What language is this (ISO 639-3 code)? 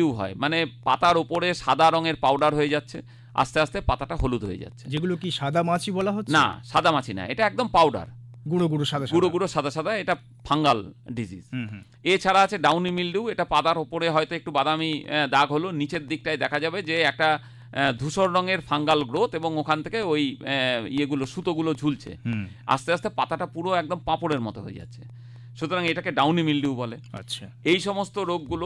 ben